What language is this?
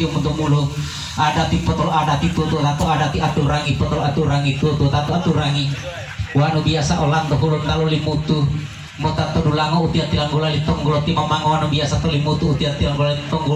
Gorontalo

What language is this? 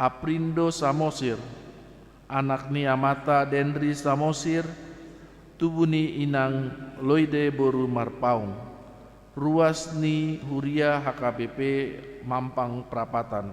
Batak Toba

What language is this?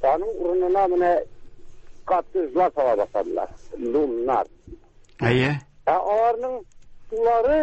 Tatar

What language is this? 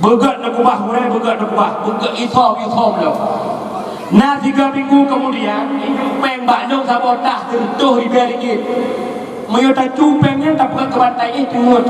Achinese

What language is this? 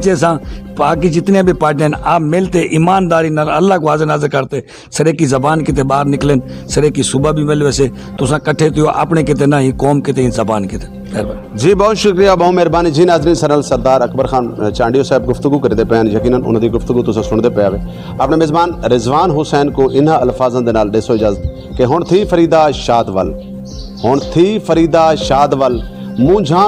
Saraiki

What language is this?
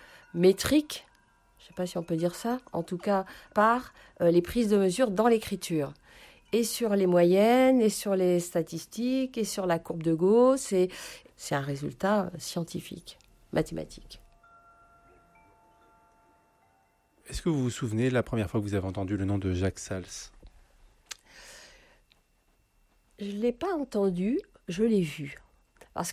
French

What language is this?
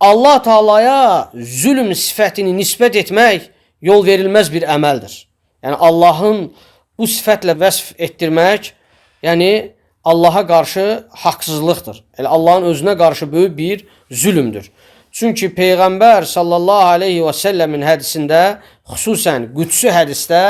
Azerbaijani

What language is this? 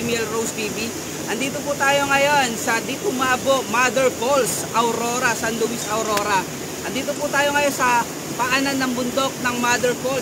Filipino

